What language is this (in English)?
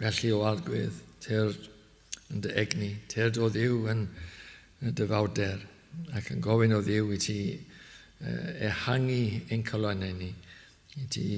Welsh